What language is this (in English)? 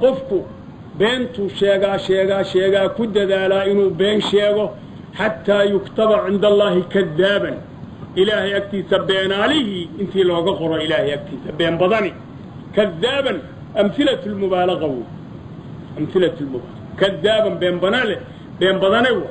Somali